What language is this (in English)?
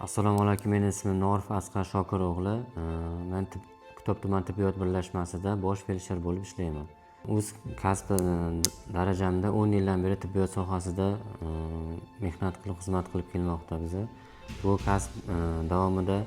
Uzbek